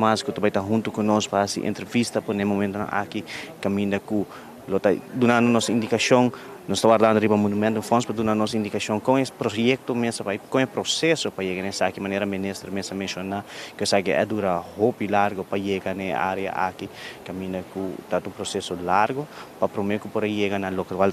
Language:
Papiamento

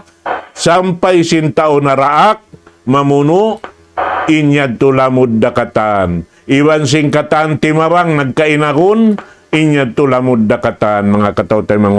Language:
Tausug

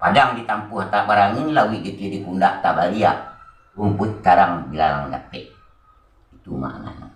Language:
Minangkabau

